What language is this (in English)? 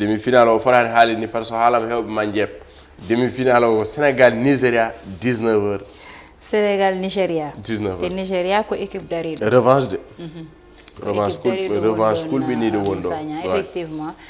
Fula